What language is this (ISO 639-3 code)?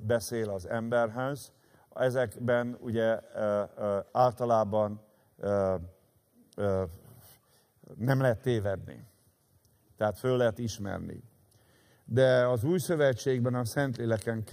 hun